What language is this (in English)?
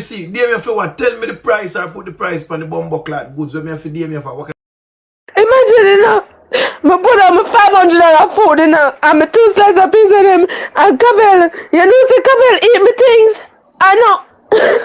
Jamaican Creole English